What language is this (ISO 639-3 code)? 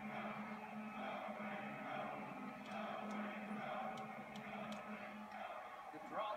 eng